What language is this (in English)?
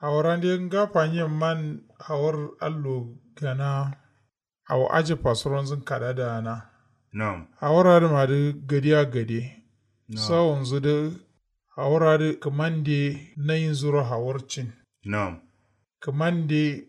Kanuri